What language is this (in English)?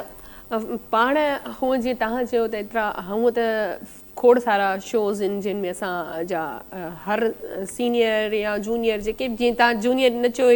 Sindhi